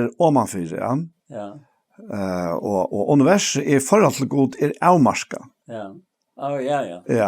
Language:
Faroese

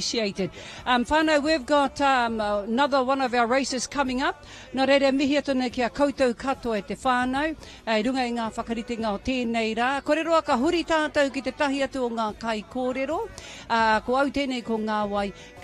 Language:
Māori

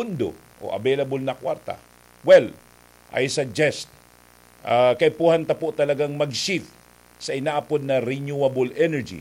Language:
Bikol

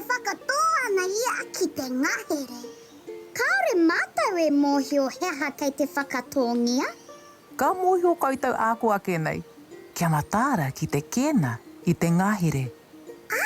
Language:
Māori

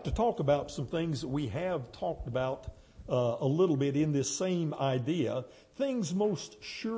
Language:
English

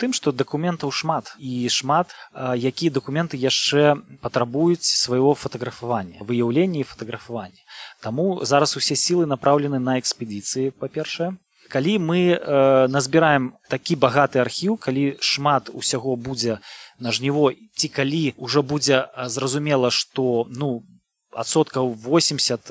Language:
Belarusian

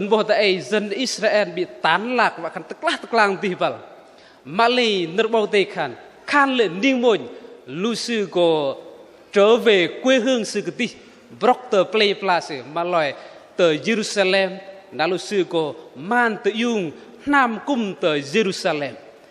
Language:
Bahnar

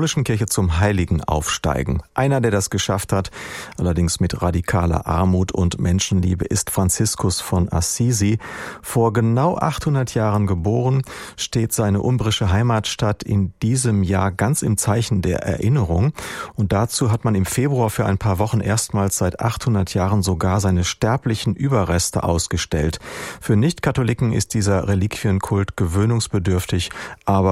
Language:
German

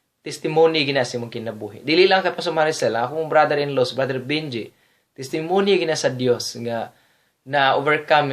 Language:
Cebuano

